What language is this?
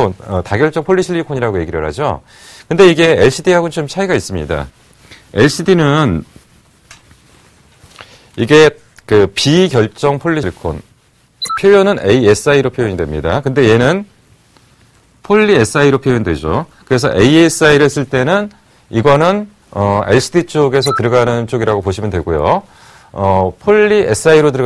Korean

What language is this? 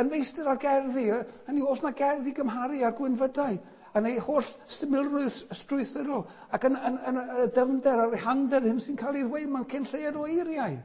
Welsh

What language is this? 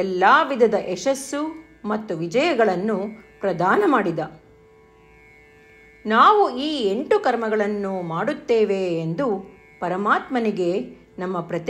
Kannada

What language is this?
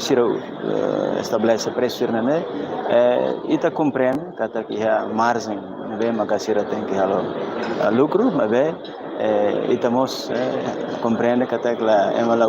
Tetum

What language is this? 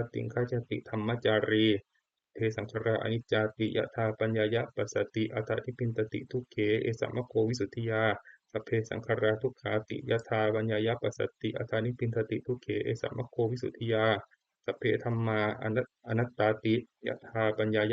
Pali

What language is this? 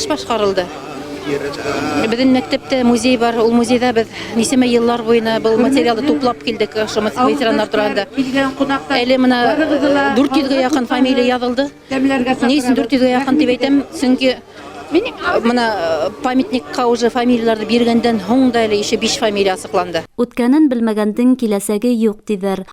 Bashkir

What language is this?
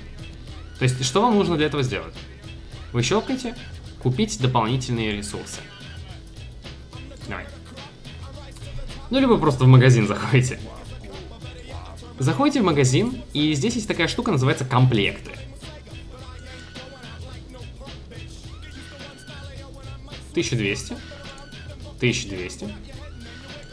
Russian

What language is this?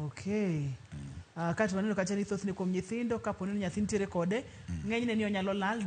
Luo (Kenya and Tanzania)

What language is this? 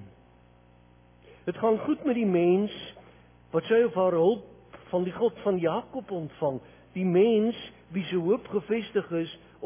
Afrikaans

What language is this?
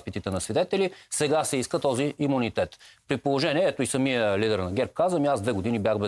Bulgarian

